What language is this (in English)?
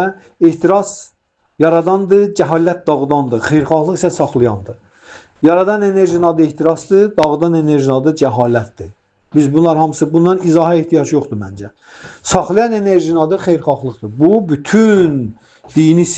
Azerbaijani